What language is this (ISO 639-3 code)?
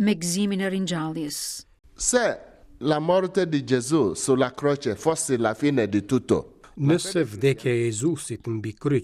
sqi